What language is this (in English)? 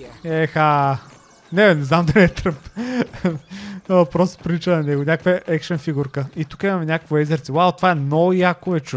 Bulgarian